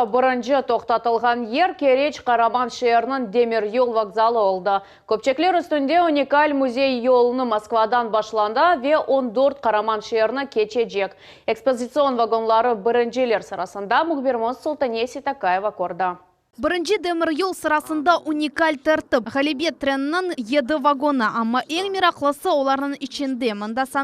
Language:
Crimean Tatar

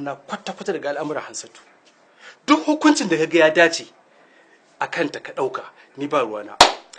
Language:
Hausa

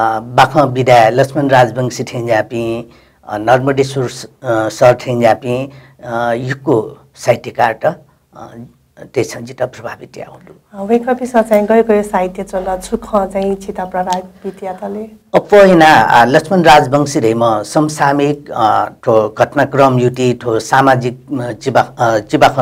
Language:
Newari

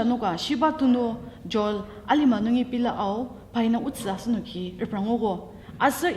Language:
Ao Naga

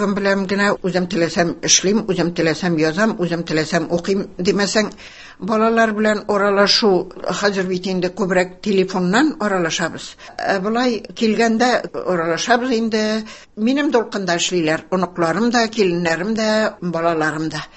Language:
Tatar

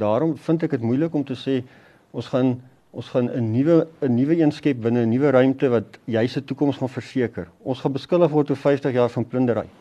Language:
Afrikaans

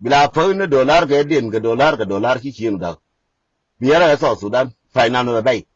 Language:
Nuer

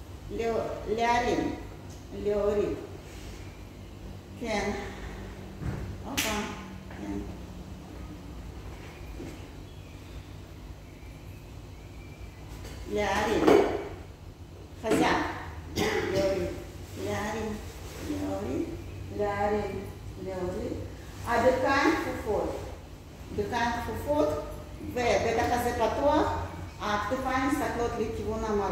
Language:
Hebrew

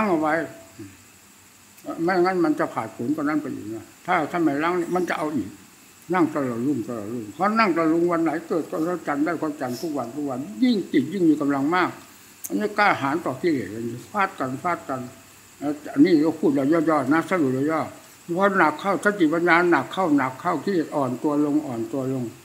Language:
Thai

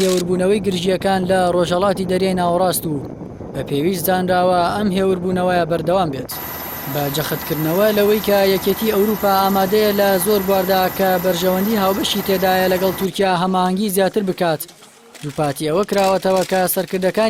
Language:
Central Kurdish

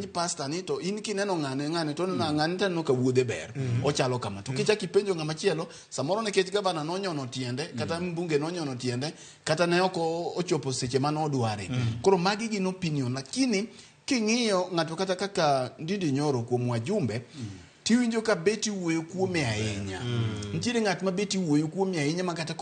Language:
Luo (Kenya and Tanzania)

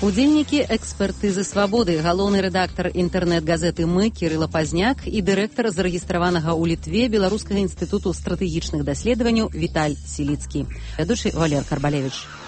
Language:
Belarusian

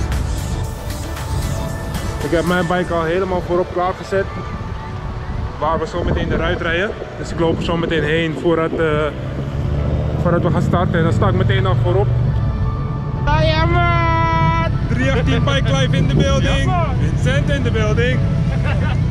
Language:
Dutch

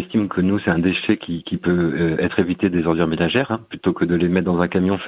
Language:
French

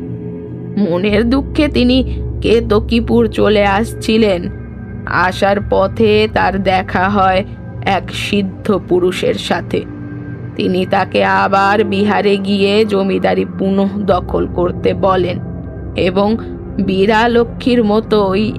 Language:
Bangla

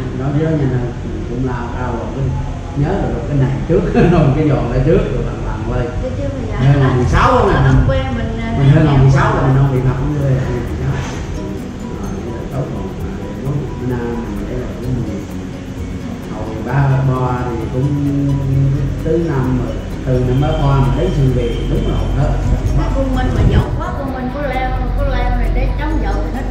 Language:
Vietnamese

